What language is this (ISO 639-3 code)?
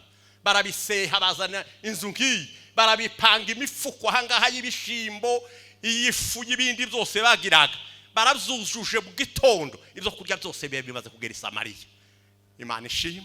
run